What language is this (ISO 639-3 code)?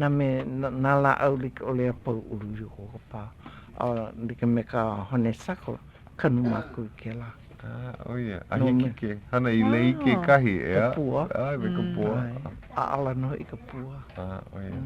haw